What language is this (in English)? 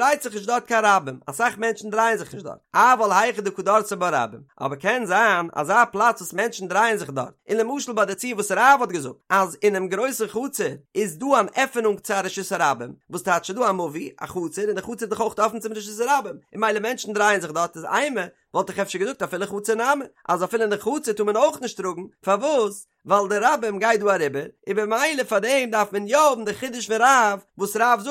Yiddish